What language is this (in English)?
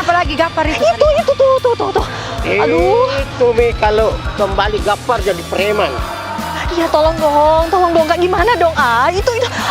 Makassar Malay